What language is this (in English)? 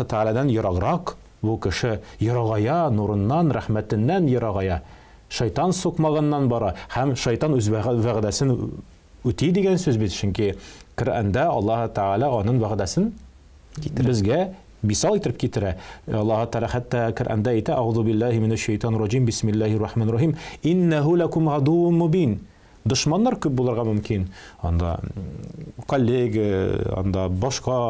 Tatar